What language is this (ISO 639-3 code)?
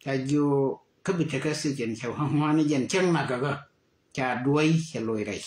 nus